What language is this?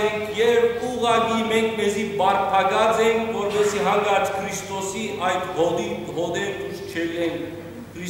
Western Armenian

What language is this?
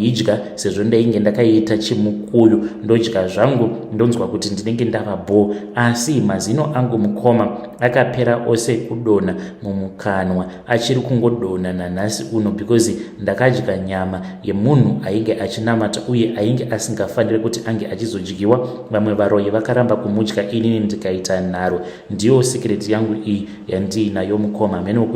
Shona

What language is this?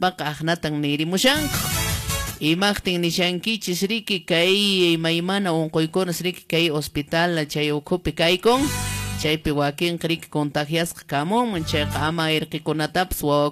Quechua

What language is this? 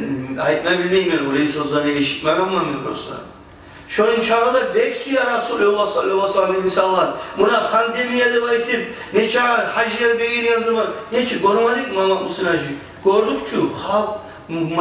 Kumyk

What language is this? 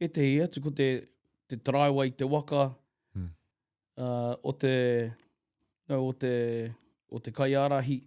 Māori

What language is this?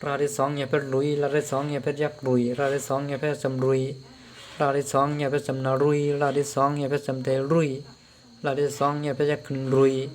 Shan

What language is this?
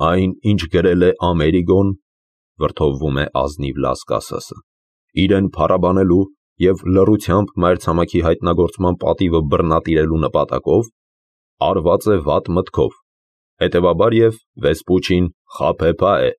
Armenian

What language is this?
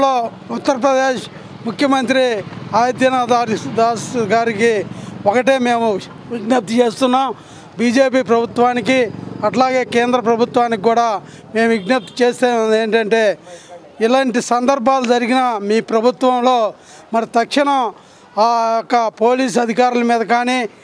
Telugu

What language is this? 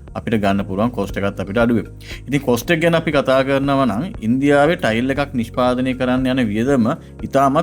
Sinhala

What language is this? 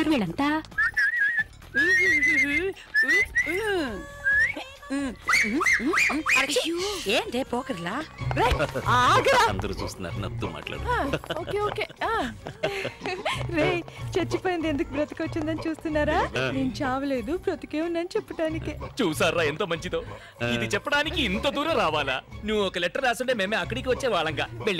Telugu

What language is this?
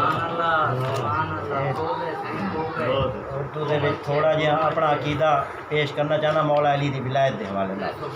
Saraiki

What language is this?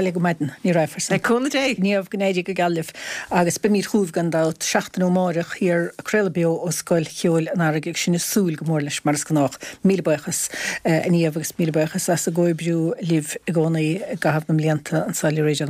Irish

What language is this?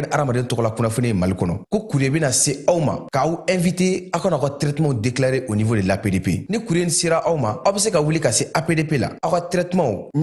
Bambara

